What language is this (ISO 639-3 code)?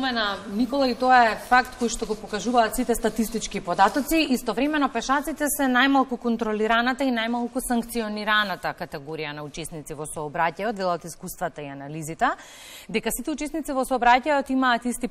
mkd